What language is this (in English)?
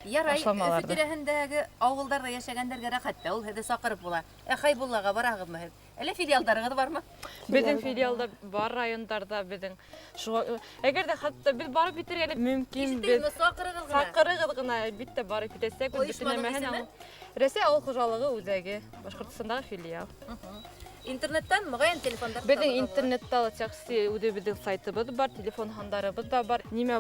Bashkir